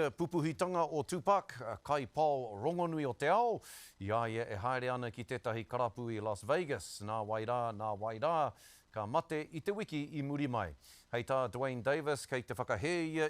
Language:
Māori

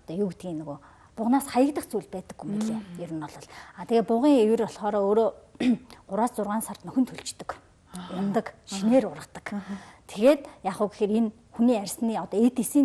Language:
Mongolian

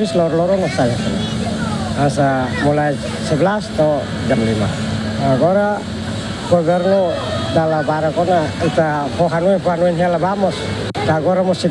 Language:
Tetum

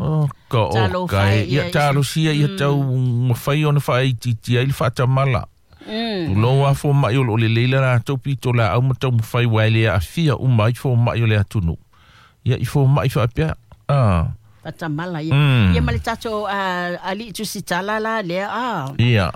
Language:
Samoan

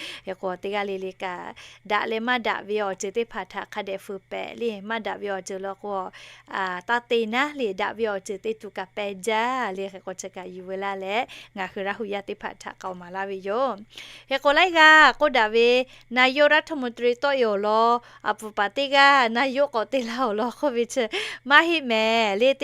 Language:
Lahu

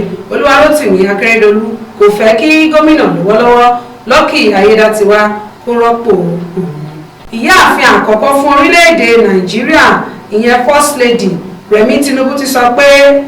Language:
Yoruba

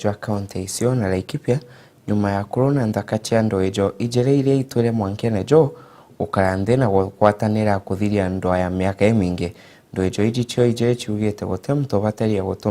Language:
Meru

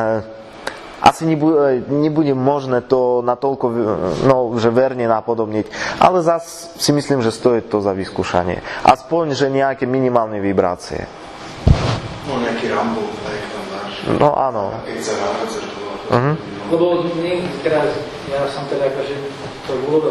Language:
Slovak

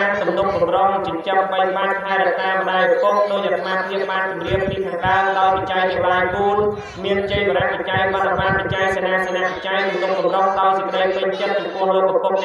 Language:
Khmer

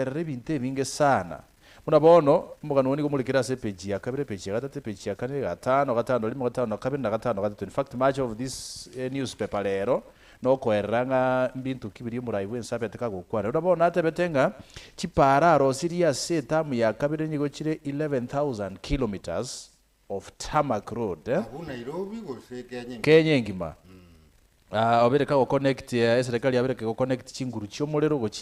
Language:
Gusii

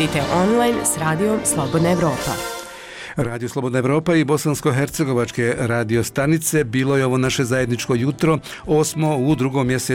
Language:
Bosnian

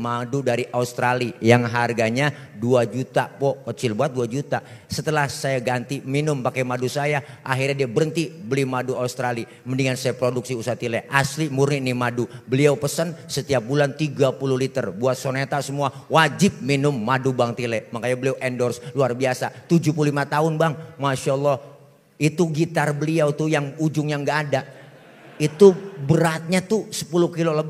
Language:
Betawi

